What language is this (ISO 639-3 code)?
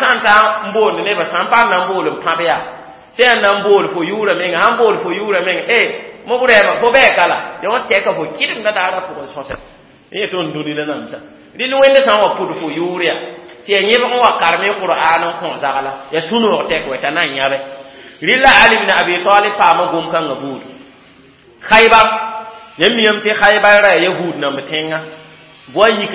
mos